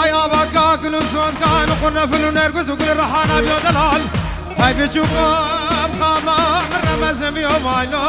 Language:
Kurdish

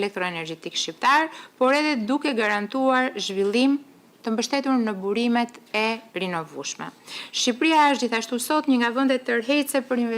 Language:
Albanian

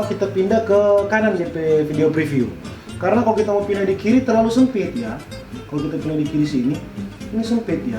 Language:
Manado Malay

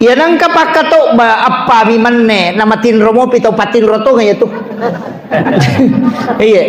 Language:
Buginese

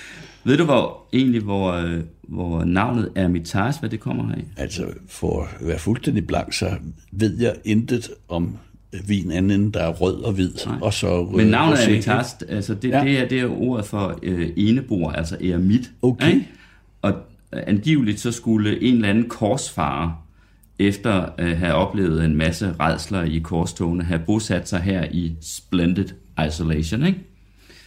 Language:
Danish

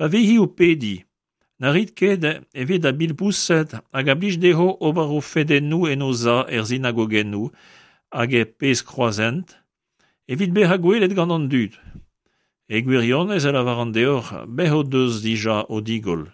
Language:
Breton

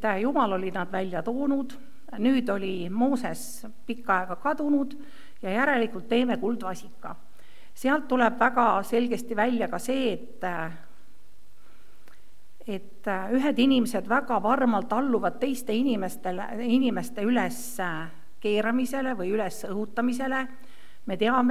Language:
Estonian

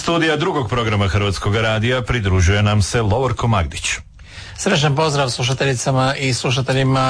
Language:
Croatian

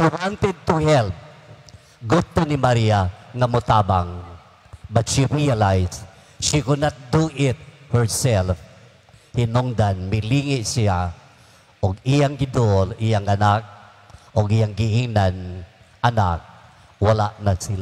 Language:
Cebuano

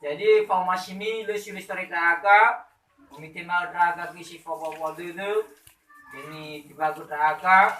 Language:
Nias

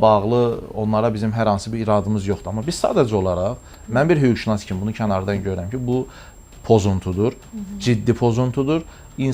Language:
Azerbaijani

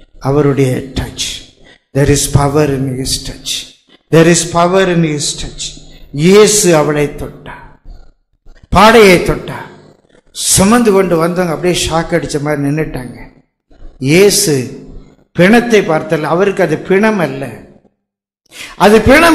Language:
Tamil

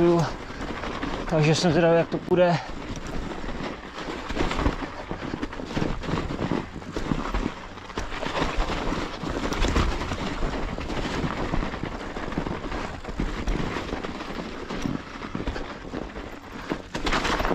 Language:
Czech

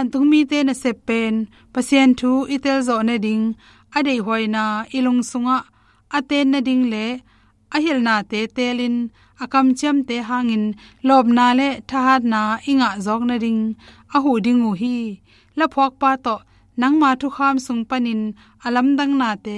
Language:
Tedim Chin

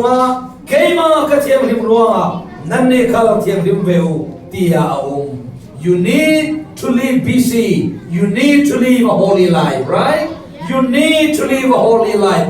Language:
Falam Chin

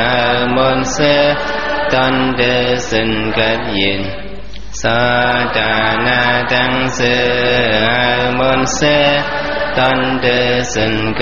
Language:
Shan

